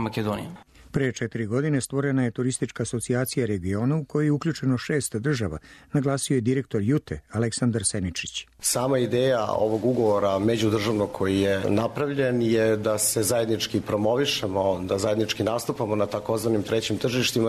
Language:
Serbian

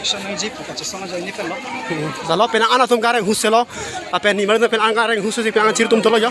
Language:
Karbi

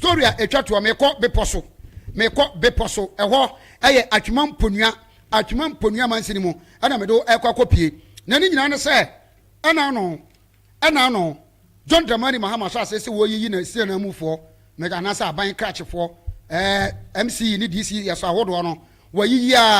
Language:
Akan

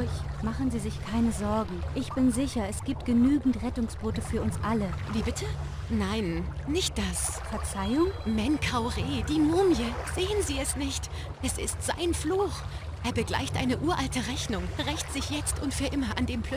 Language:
Bavarian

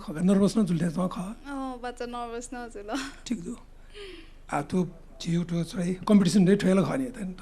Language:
Newari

